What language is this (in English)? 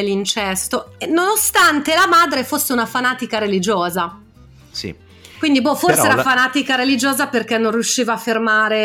Italian